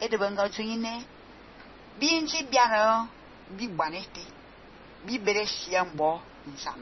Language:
Fang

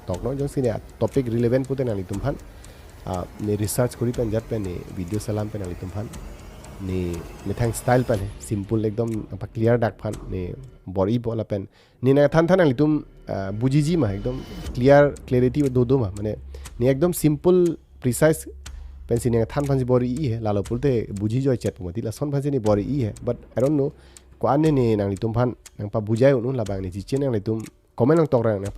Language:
Karbi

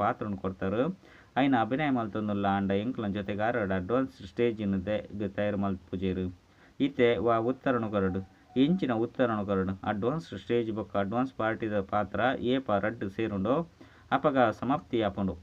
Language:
Tulu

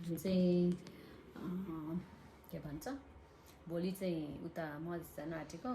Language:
Nepali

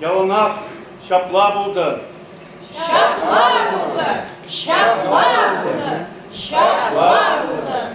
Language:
Chuvash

